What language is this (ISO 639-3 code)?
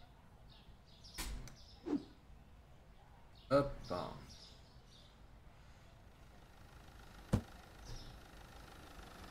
fra